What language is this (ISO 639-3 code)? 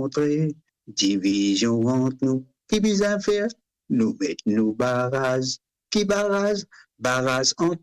mfe